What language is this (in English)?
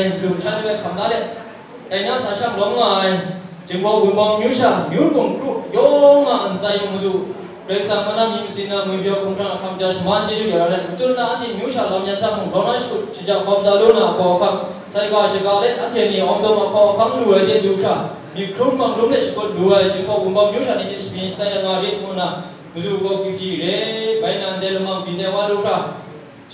Kachin